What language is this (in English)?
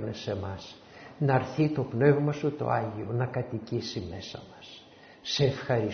Greek